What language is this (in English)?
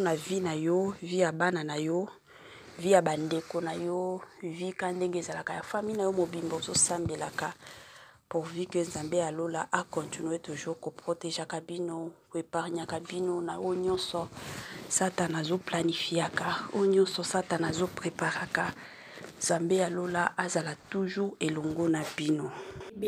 Lingala